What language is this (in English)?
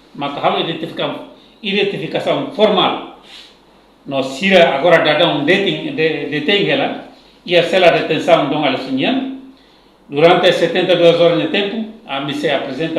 Tetum